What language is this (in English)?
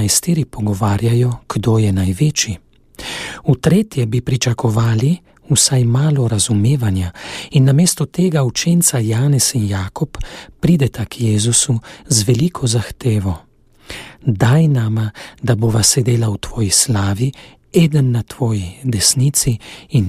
Slovenian